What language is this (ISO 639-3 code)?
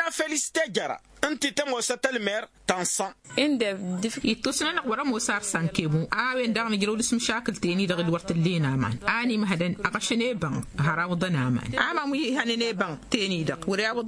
taq